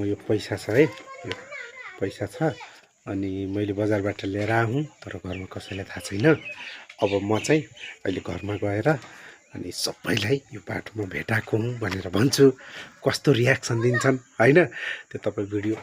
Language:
Nepali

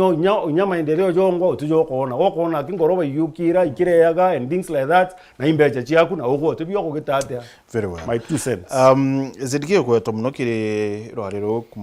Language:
Meru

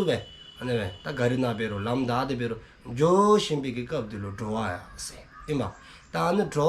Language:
Dzongkha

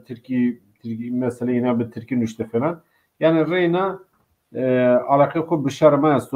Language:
Zaza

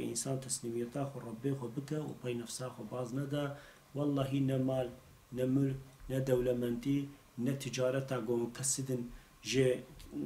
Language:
Kurdish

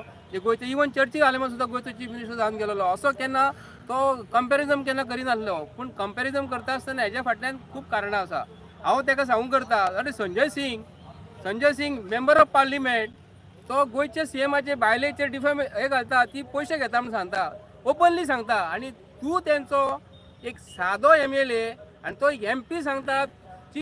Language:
Konkani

